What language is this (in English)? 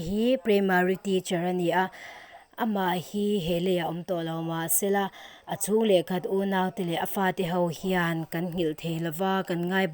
Mizo